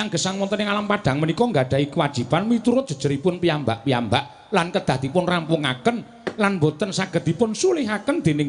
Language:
Javanese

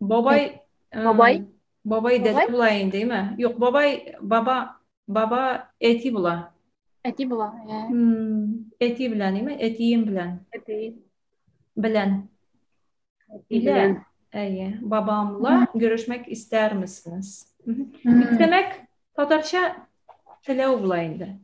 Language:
Tatar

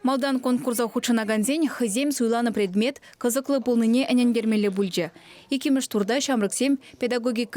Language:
Chuvash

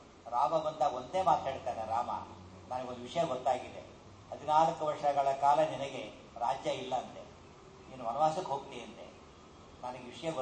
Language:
Kannada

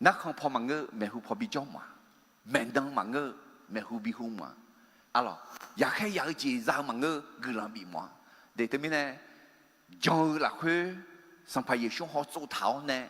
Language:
Akha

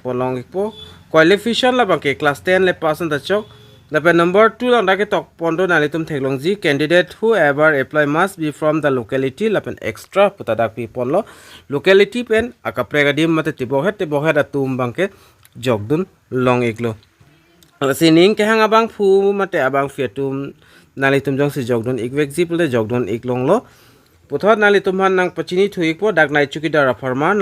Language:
Karbi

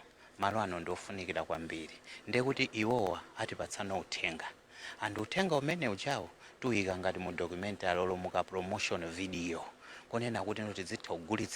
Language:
Nyanja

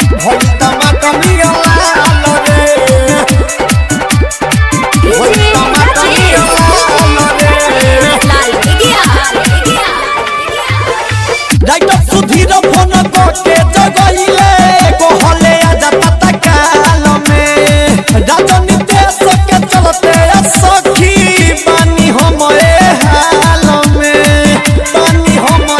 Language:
Bhojpuri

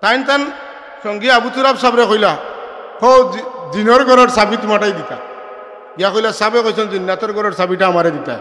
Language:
Sylheti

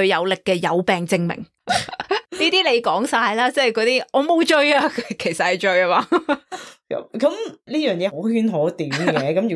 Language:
Cantonese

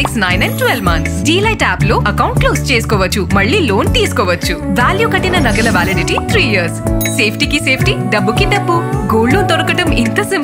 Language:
Telugu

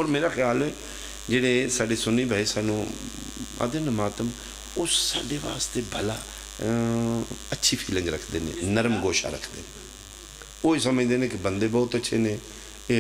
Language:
Pahari-Potwari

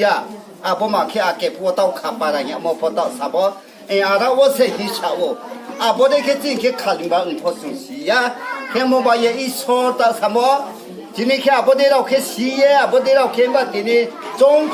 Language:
Riang (India)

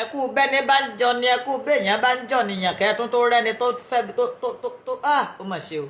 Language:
Yoruba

